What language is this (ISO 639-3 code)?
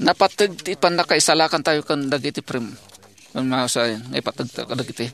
ilo